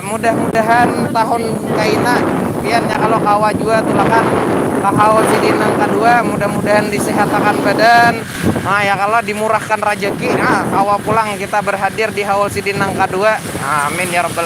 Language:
Banjar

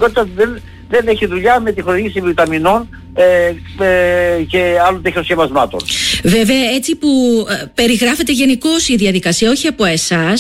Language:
Greek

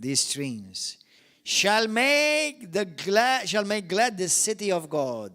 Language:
English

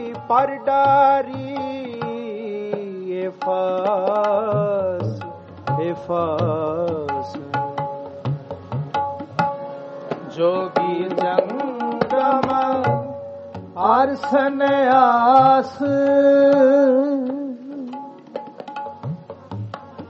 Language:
Punjabi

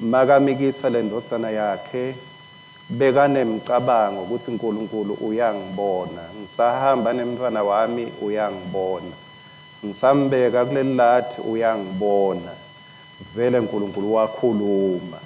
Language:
Swati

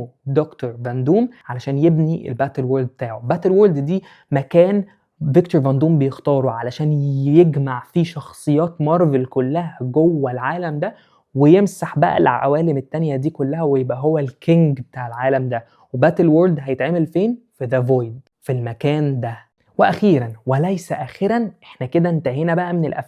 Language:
Egyptian Arabic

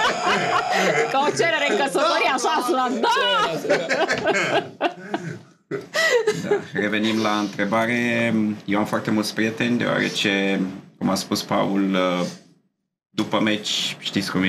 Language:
Romanian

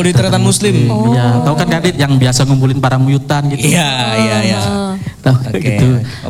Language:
Indonesian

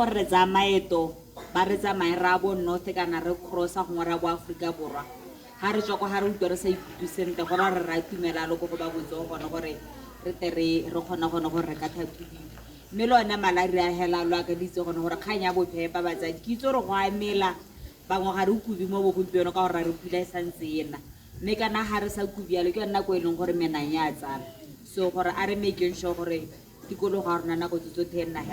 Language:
Tswana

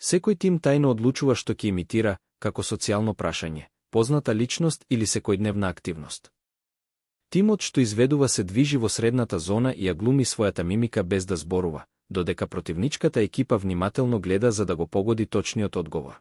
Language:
Macedonian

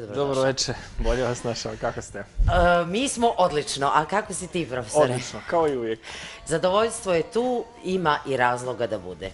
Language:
Bosnian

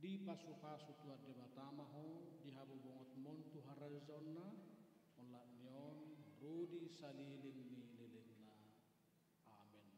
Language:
Batak Toba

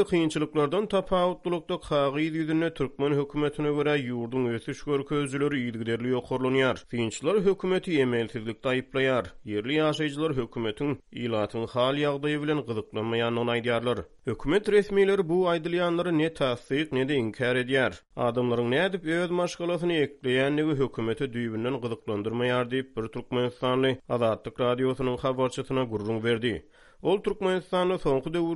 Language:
Turkmen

